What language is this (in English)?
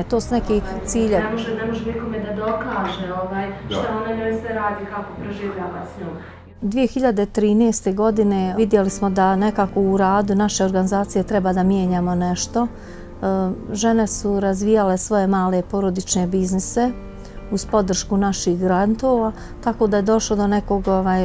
Bosnian